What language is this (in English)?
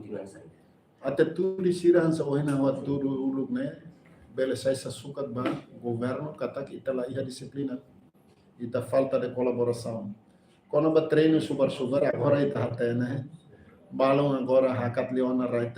Tetum